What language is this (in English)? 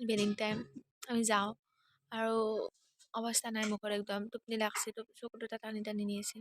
Assamese